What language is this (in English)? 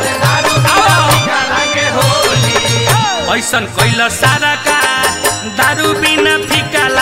Bhojpuri